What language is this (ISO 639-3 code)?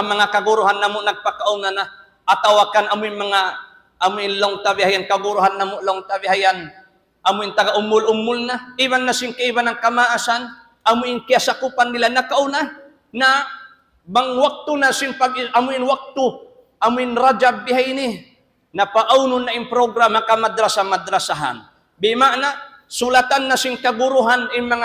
tsg